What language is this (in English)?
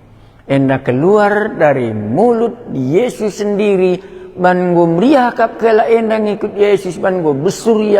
Batak Karo